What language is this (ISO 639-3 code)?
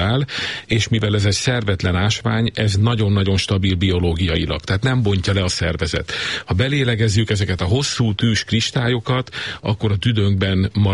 hun